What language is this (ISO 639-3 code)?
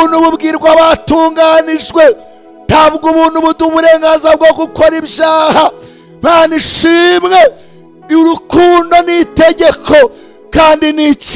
kin